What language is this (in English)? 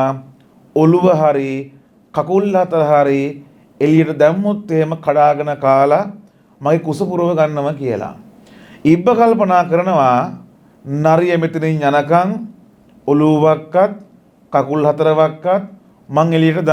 Sinhala